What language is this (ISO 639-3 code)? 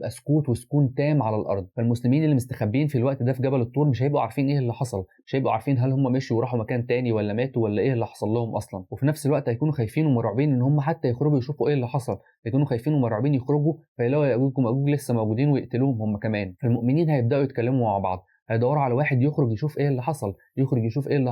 arz